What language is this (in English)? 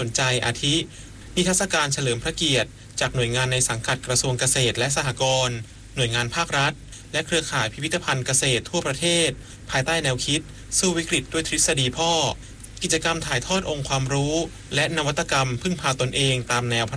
Thai